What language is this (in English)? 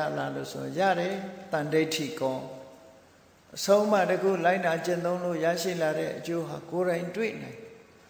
Burmese